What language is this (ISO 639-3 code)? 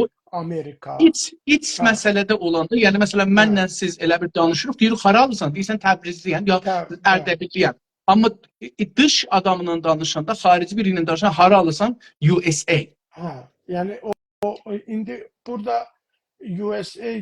azb